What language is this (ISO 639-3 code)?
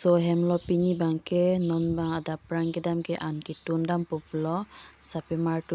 mjw